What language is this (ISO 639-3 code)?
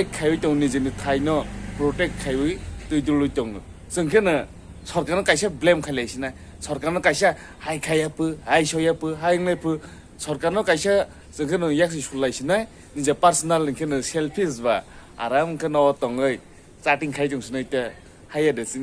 trp